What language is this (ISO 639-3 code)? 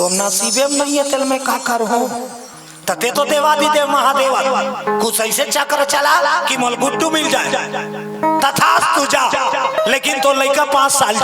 hne